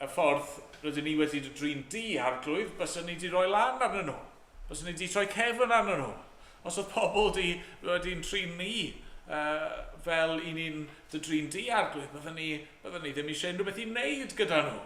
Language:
Welsh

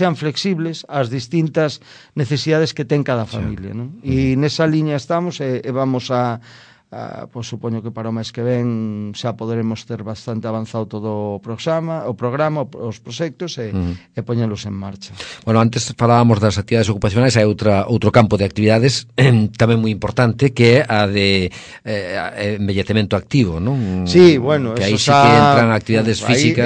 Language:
Galician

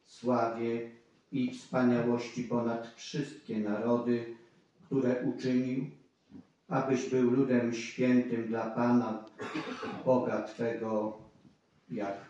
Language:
Polish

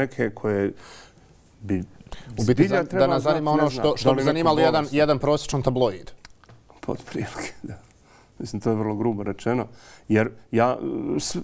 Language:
Bosnian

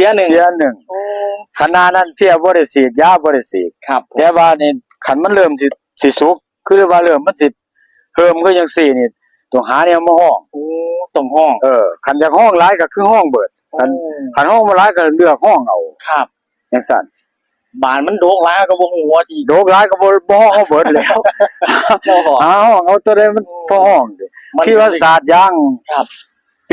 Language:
Northeastern Thai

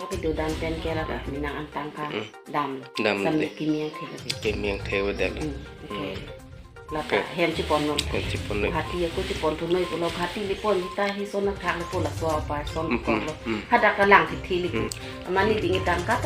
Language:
Karbi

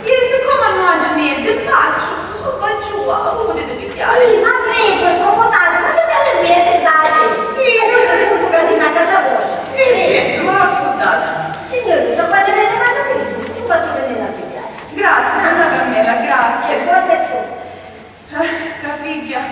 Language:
Sicilian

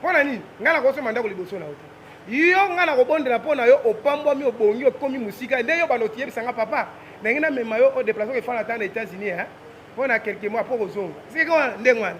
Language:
Lingala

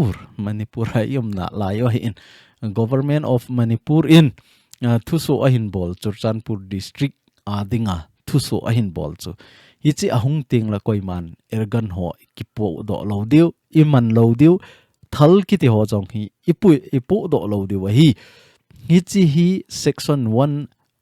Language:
Thado Chin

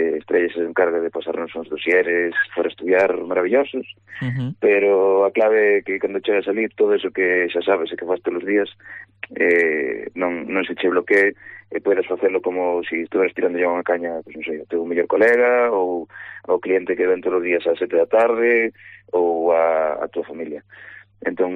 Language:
Galician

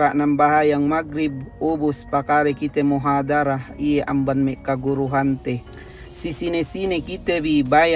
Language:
Yakan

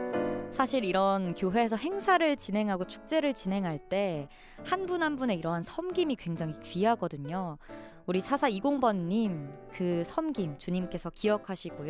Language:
Korean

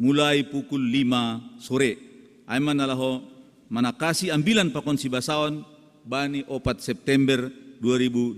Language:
Batak Simalungun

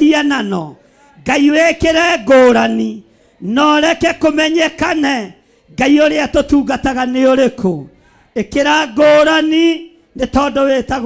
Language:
Kikuyu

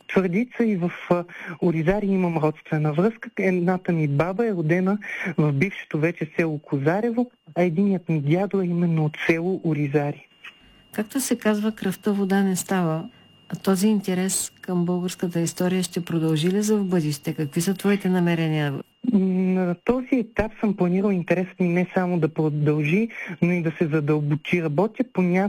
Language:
Bulgarian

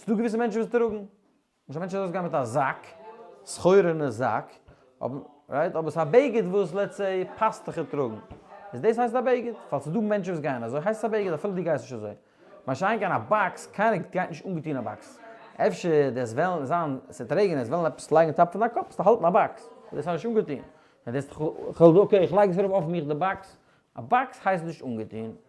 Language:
Yiddish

